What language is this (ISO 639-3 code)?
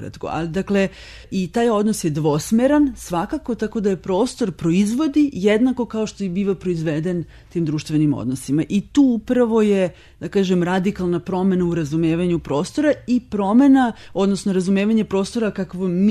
srp